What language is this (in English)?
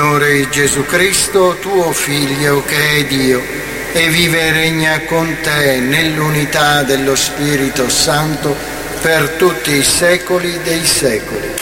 Italian